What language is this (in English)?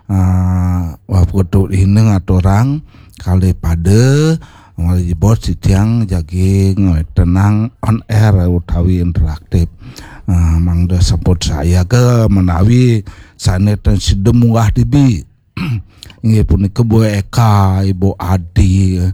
Balinese